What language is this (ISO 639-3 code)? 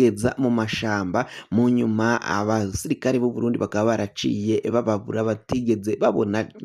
run